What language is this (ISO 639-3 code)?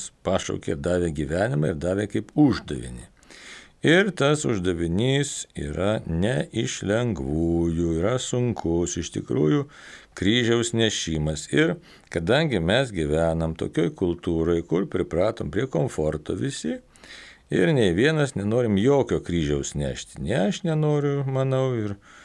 lit